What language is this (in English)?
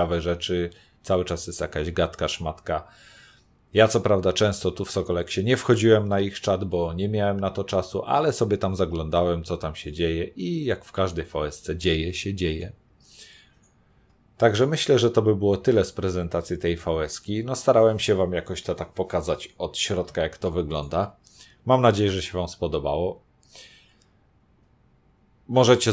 Polish